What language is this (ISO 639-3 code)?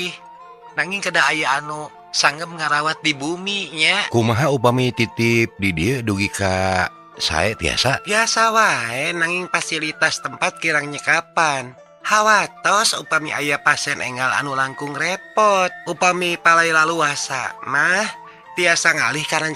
sun